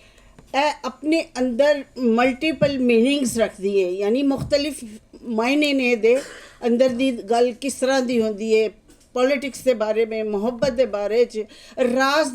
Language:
Western Panjabi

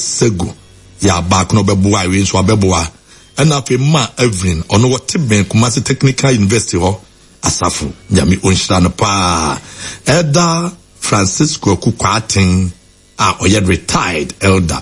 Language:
Akan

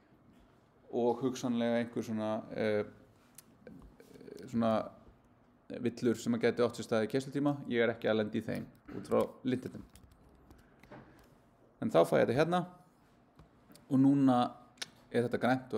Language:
Icelandic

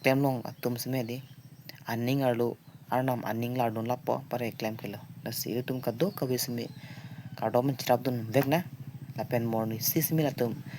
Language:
Karbi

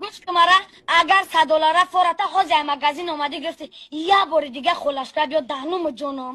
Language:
Tajik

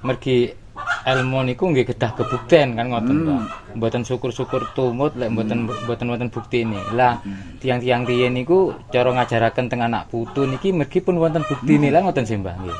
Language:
Javanese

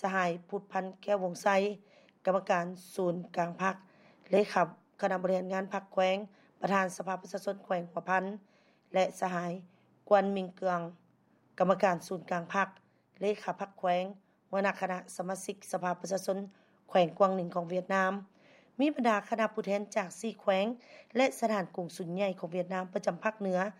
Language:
Lao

